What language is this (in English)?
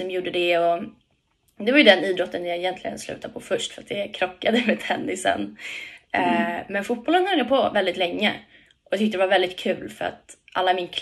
Swedish